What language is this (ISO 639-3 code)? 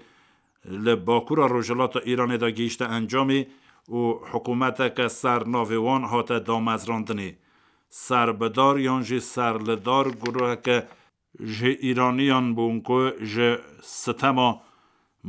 kur